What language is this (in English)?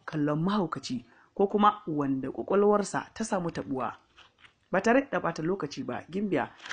Hausa